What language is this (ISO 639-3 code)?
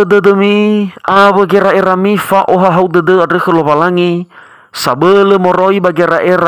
nia